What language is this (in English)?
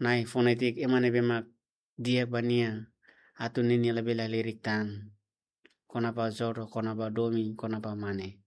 Tetum